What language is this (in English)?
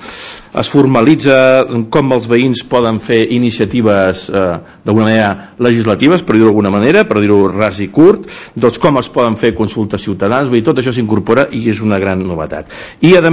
Catalan